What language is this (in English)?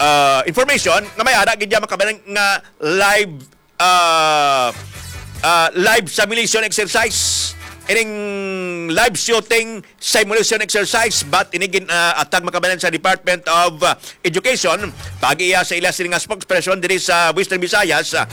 Hiligaynon